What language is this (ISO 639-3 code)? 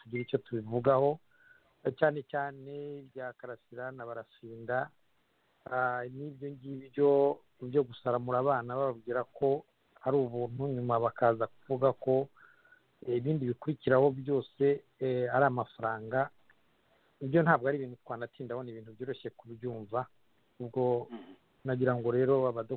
kin